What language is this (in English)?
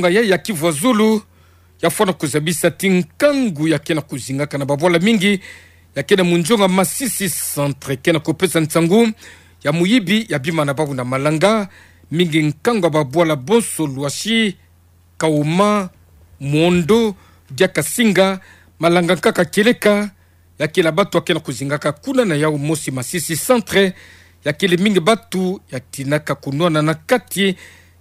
Kituba (Democratic Republic of Congo)